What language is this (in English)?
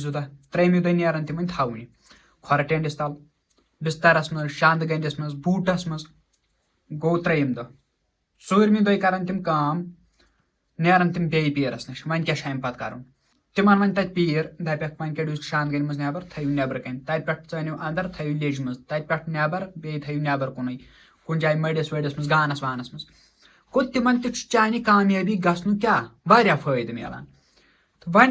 Kashmiri